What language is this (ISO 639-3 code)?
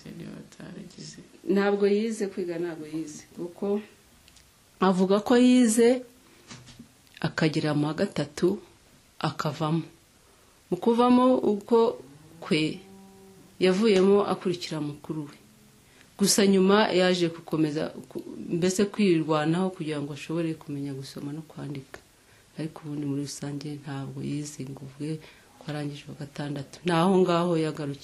kin